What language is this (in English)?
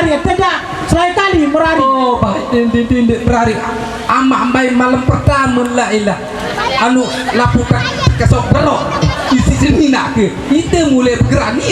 Sasak